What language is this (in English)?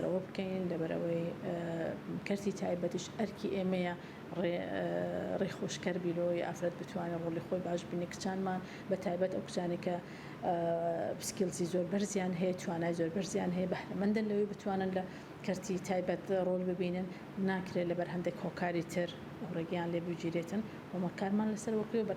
Central Kurdish